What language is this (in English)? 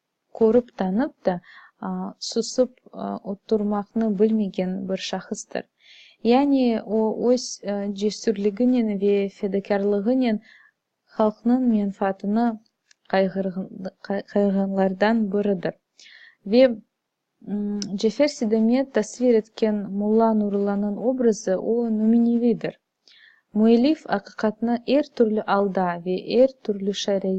Crimean Tatar